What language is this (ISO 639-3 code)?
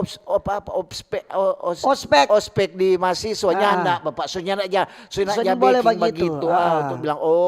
xmm